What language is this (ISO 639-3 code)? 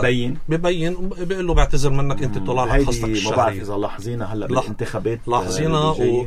apc